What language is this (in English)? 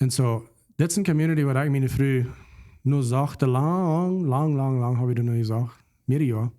Plautdietsch